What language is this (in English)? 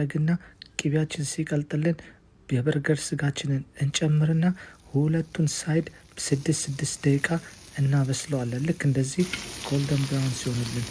Amharic